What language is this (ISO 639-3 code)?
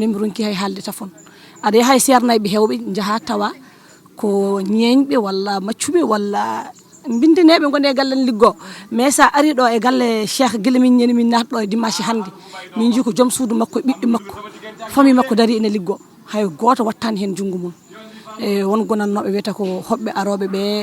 ful